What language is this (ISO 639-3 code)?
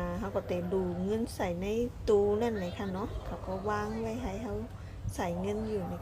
shn